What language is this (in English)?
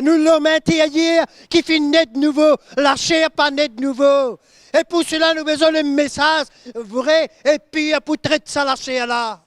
Morisyen